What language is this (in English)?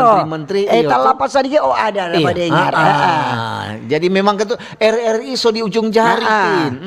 Manado Malay